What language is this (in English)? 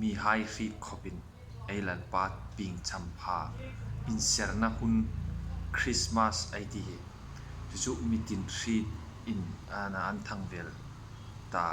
Hmar